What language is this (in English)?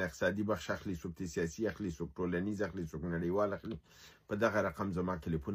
Pashto